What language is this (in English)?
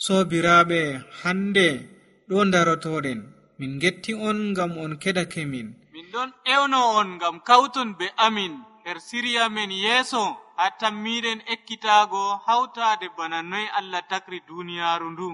Nigerian Fulfulde